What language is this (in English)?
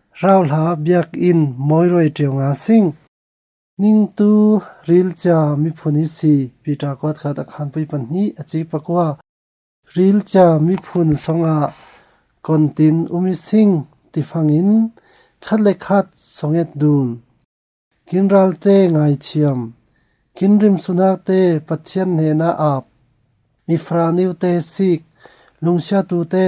Falam Chin